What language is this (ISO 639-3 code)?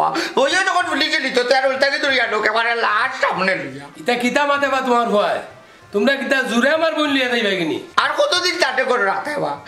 syl